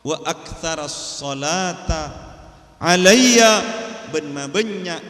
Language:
Madurese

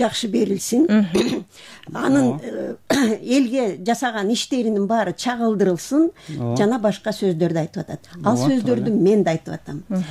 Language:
Kyrgyz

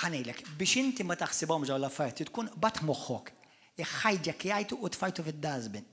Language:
Maltese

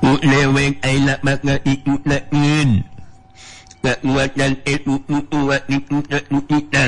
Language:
Sundanese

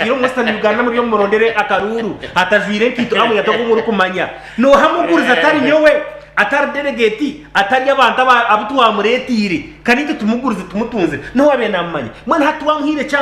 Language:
Nyankole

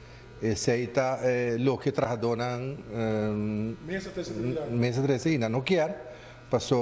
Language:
Papiamento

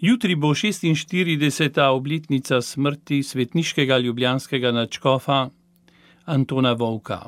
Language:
Slovenian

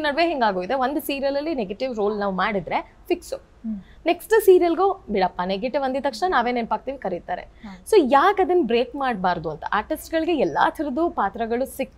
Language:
Kannada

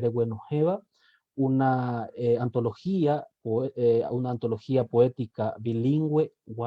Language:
Guarani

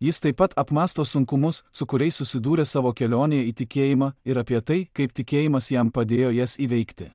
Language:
Lithuanian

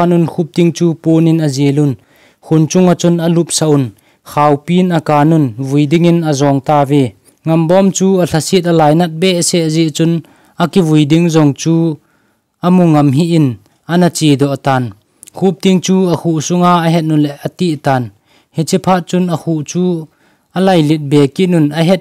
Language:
Thado Chin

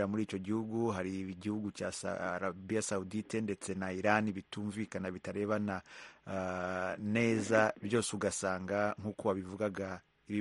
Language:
Kinyarwanda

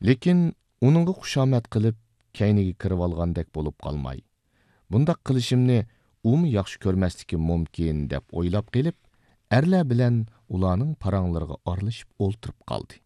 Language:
Uyghur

